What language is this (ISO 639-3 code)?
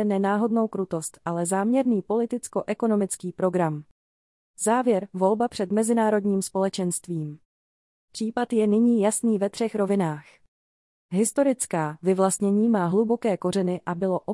ces